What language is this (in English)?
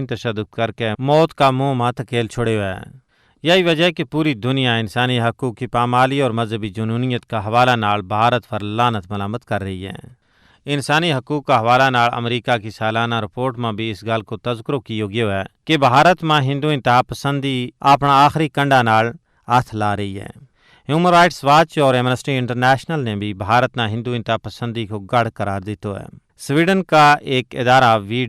Gujari